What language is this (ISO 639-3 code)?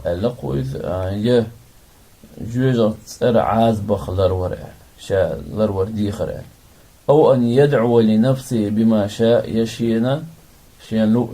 che